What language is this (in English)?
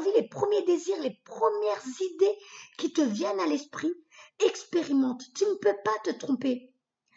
French